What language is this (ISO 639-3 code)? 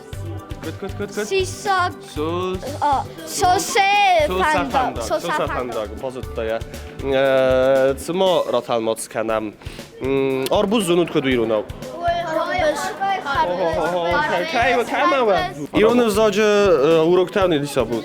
oss